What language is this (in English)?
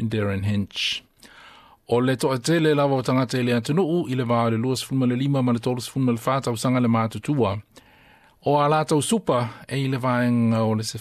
Samoan